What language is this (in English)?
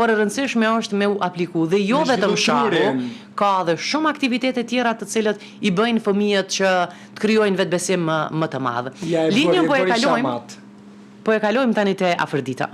Albanian